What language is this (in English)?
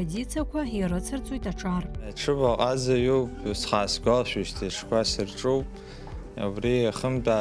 Abkhazian